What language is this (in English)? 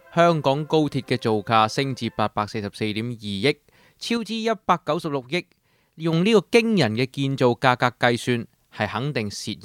Cantonese